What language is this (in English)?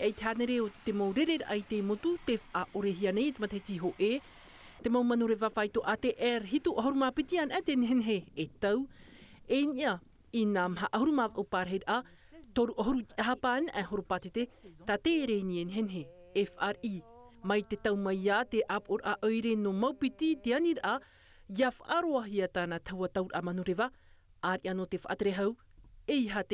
Tahitian